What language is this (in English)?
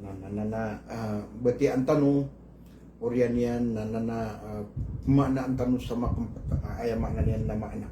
Maranao